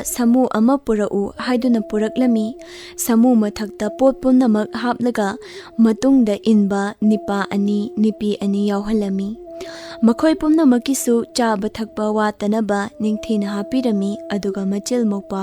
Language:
Manipuri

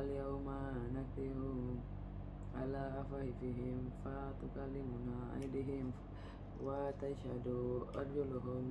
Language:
Arabic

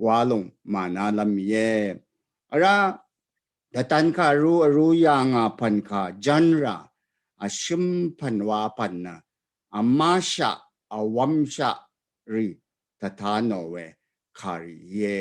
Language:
Rawang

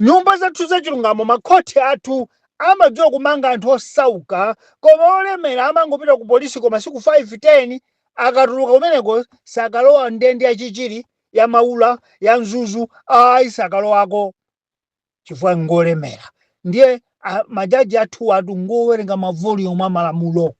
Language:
Nyanja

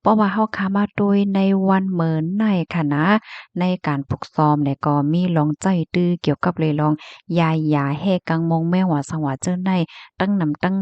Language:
Shan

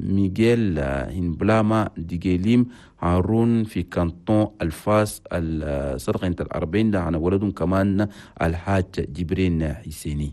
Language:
Chadian Arabic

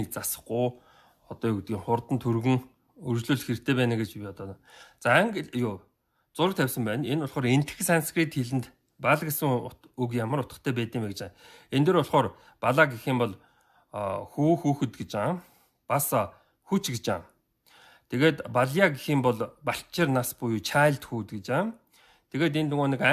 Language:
Mongolian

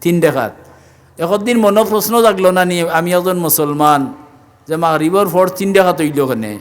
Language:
Sylheti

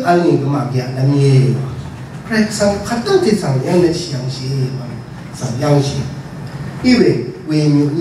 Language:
Rawang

